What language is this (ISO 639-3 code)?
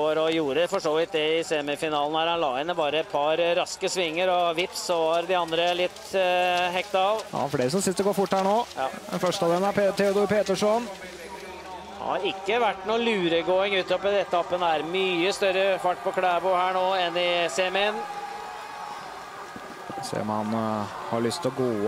nor